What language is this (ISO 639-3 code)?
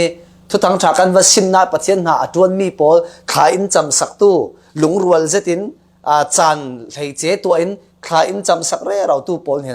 cfm